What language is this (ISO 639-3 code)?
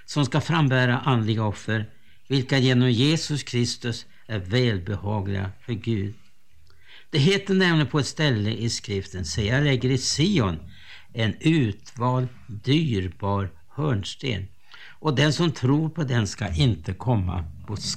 swe